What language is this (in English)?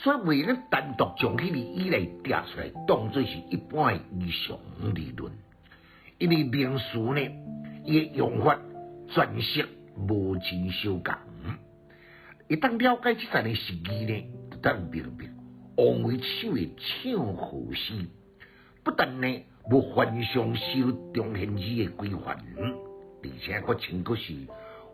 Min Nan Chinese